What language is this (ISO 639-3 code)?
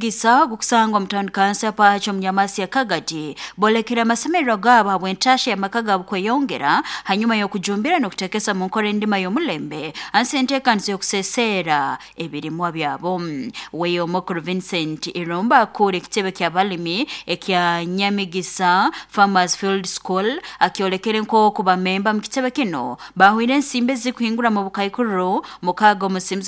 nyo